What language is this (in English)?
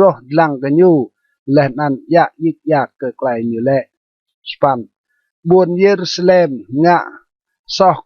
Rade